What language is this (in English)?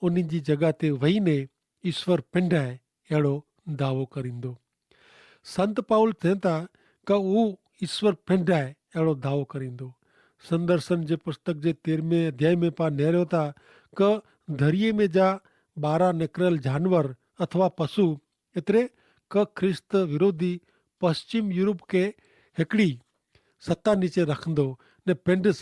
Kachhi